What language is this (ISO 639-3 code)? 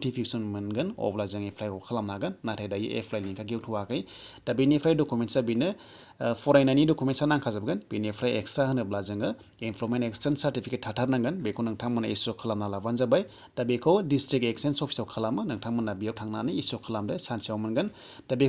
brx